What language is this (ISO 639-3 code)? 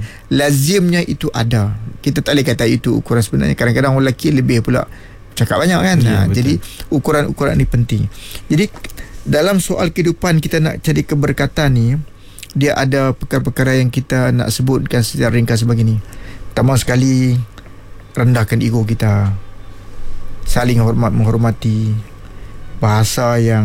msa